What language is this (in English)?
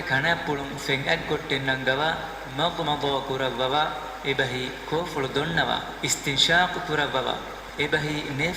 Divehi